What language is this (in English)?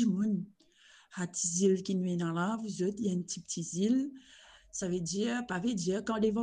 Morisyen